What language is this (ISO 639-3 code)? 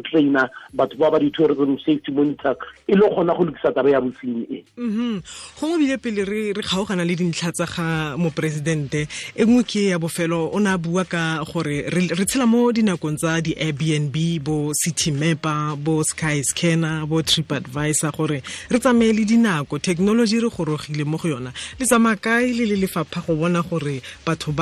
tsn